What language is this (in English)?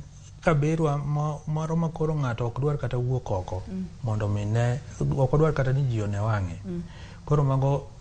Luo (Kenya and Tanzania)